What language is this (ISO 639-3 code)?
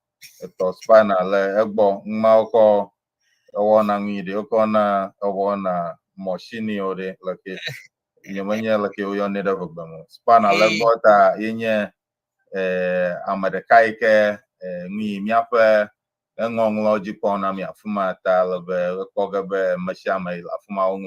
ewe